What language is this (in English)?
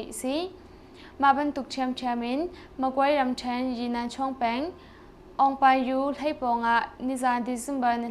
Hakha Chin